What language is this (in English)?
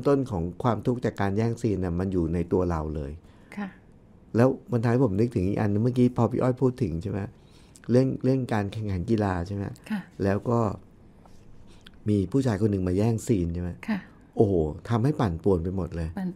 Thai